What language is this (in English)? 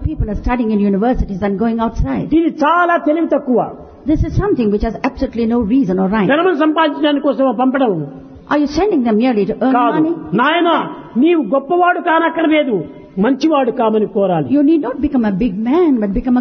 Telugu